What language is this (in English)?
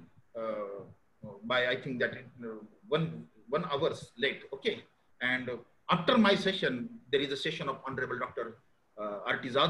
English